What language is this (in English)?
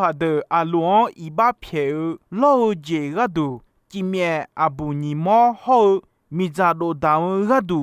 Akha